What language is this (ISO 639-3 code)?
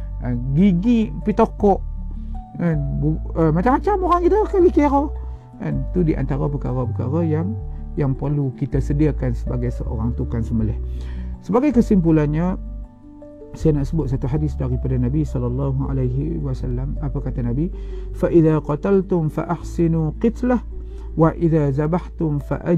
msa